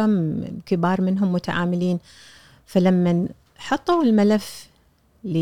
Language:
Gulf Arabic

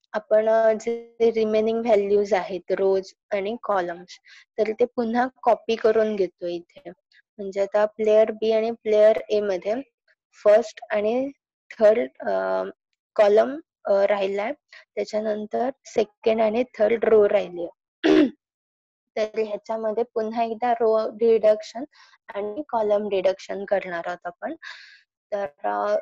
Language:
Marathi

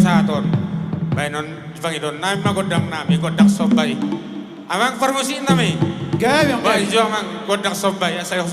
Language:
Batak Toba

